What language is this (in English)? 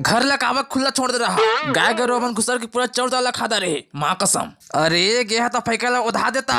Chhattisgarhi